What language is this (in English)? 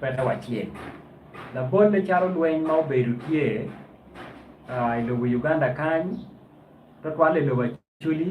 Acoli